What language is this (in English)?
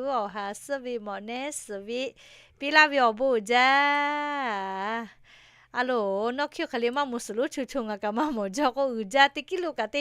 Lahu